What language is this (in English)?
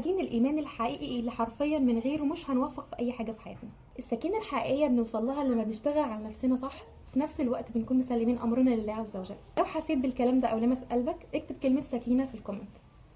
Egyptian Arabic